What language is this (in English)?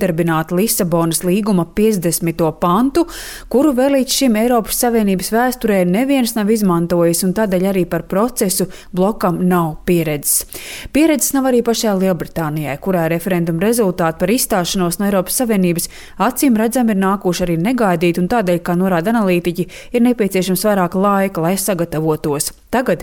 Latvian